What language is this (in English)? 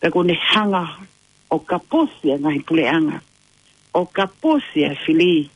Tongan